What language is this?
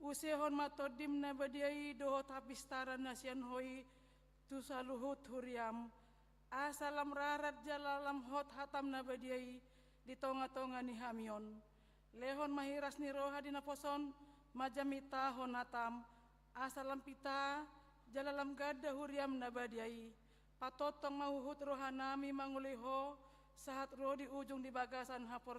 Batak Toba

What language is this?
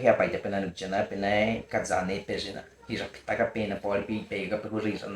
Baniwa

